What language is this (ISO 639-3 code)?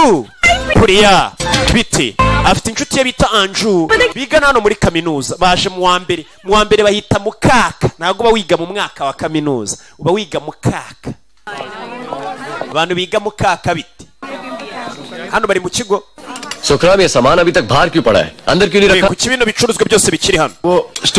kin